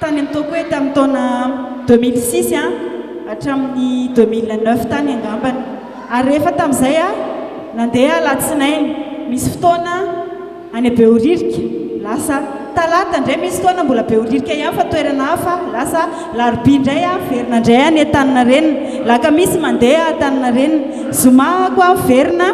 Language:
Malagasy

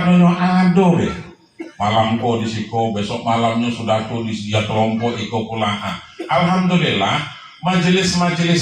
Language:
Minangkabau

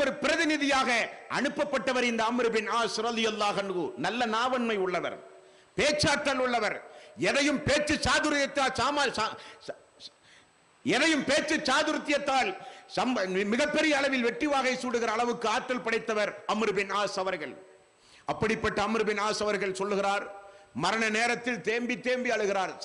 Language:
Tamil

